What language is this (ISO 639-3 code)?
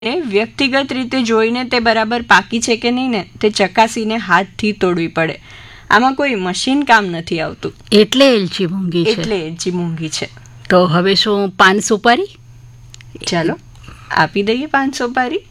guj